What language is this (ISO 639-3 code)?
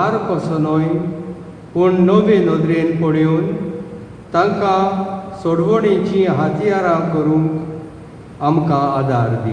kok